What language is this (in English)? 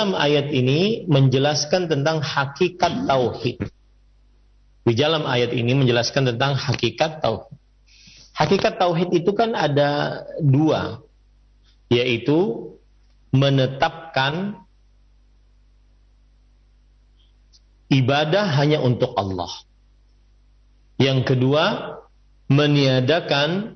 Indonesian